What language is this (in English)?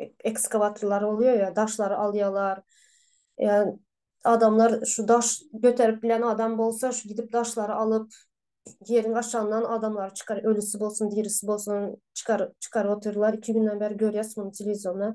Turkmen